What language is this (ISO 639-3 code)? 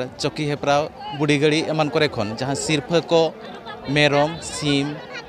sat